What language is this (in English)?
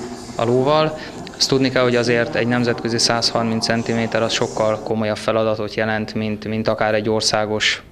Hungarian